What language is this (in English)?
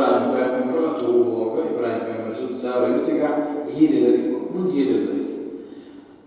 Chechen